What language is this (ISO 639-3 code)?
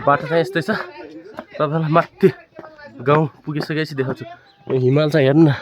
nep